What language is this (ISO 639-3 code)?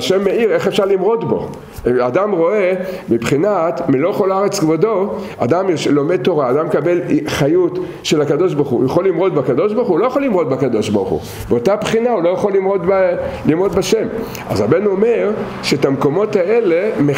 heb